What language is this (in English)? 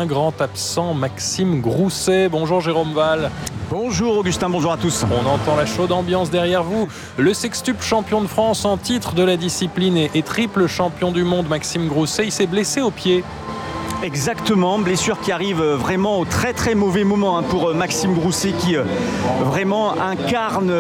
French